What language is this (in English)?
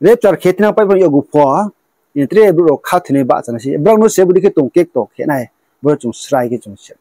Riang (India)